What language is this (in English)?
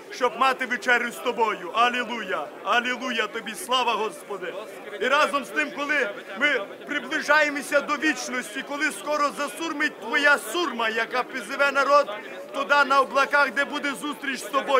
Ukrainian